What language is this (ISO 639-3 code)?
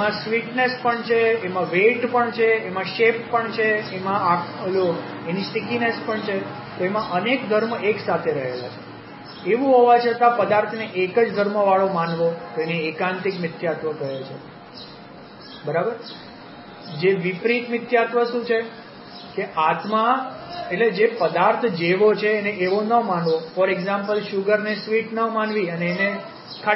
guj